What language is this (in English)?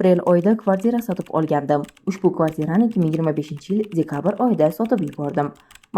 Uzbek